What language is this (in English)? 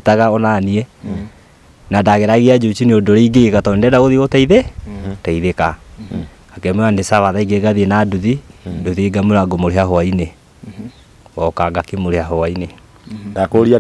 Kikuyu